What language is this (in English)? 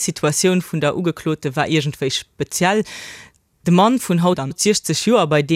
Luxembourgish